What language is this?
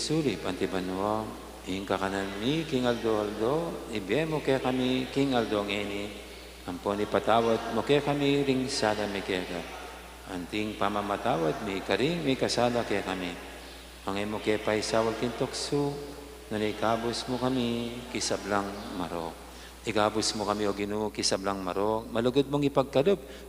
Pampanga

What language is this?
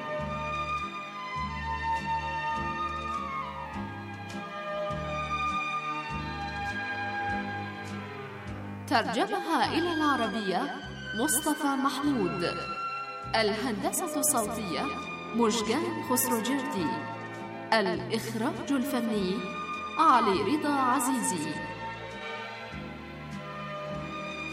Arabic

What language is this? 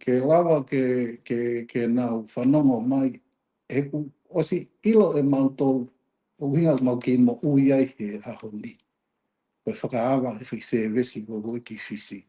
Tongan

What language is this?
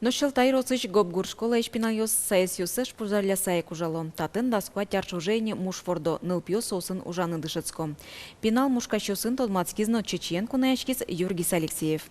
Udmurt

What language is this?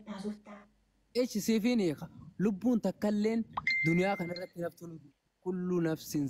Oromo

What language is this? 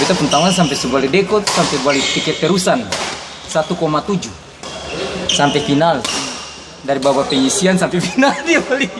Ambonese Malay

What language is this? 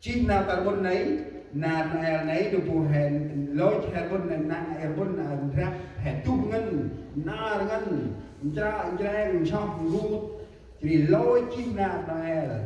Central Mnong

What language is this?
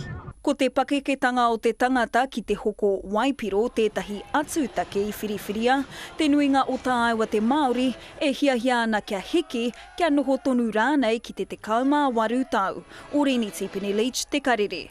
Māori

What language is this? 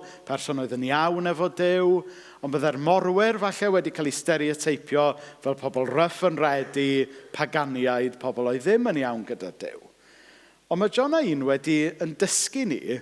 Welsh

